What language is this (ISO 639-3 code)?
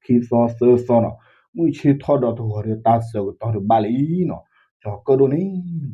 ksw